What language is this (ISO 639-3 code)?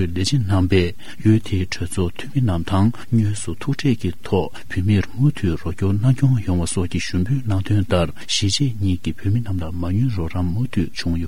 bod